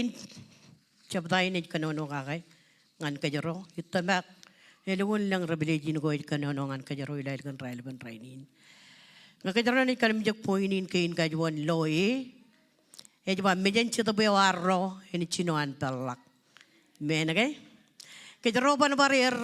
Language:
Marshallese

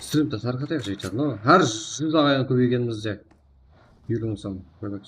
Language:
Kara-Kalpak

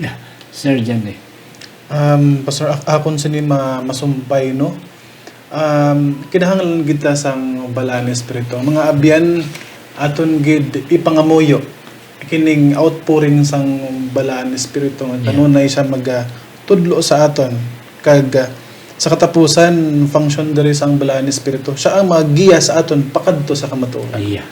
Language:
Hiligaynon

